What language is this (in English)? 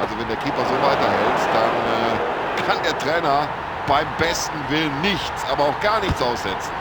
Bavarian